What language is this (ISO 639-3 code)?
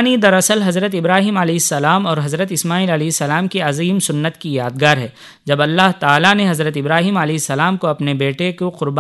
urd